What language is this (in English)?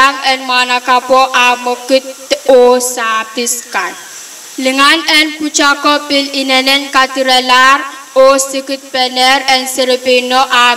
Pohnpeian